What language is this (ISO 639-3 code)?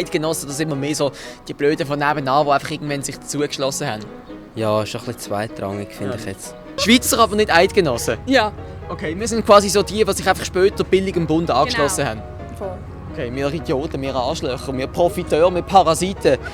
gsw